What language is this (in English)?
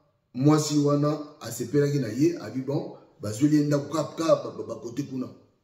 Lingala